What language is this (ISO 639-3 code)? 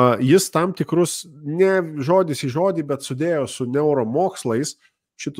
lit